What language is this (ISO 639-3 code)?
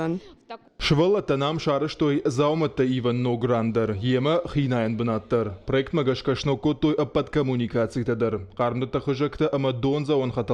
oss